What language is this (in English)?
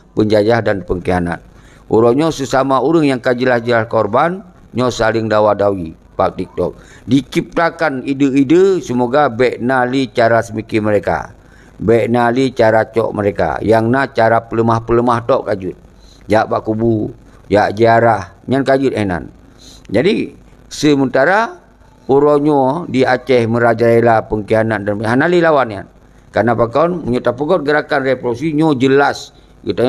Achinese